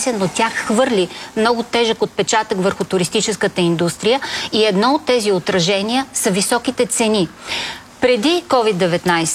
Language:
Bulgarian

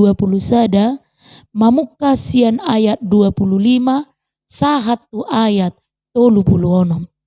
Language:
Batak Toba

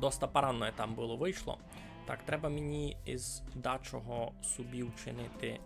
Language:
Rusyn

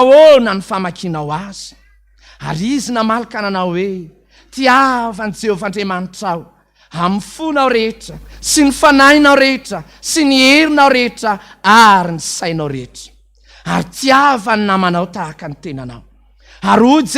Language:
Malagasy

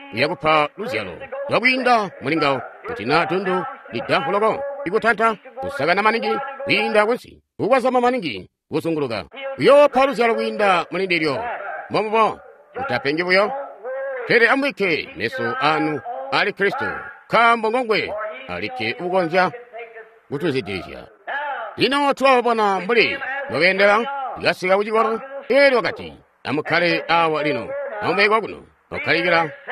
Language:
Tonga (Zambia)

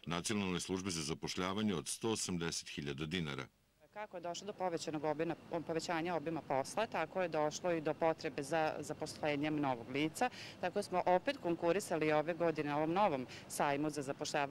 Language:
Serbian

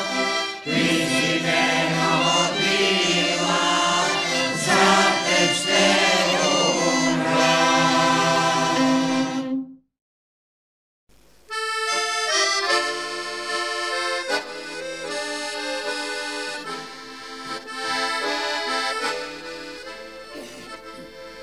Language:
Bulgarian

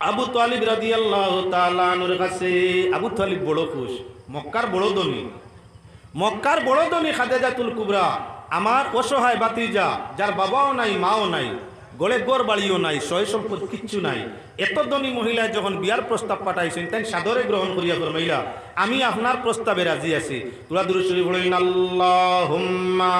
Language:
Sylheti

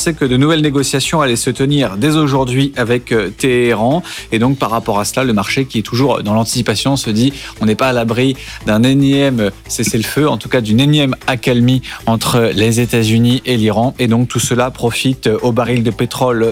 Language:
French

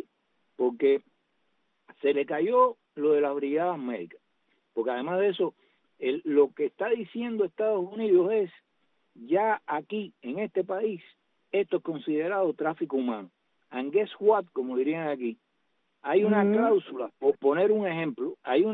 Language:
Spanish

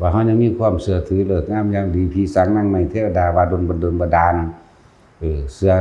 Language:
Northeastern Thai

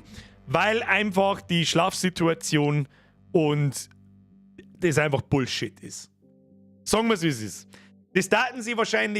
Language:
Bavarian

